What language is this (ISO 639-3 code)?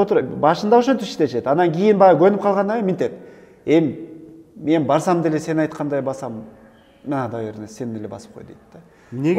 kir